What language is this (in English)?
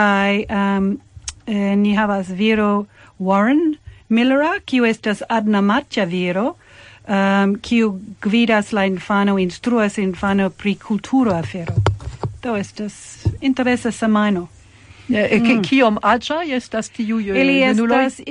Esperanto